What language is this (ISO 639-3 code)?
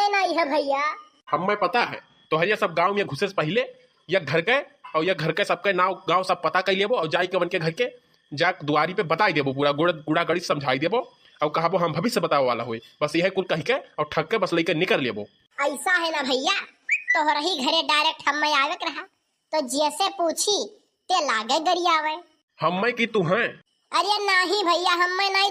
awa